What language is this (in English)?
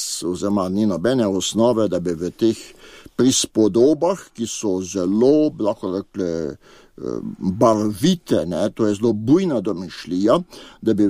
Slovenian